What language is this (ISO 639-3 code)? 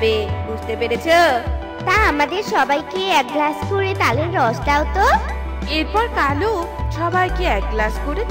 ben